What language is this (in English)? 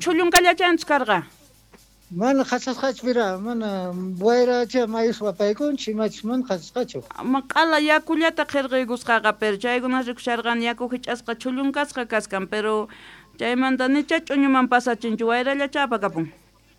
South Bolivian Quechua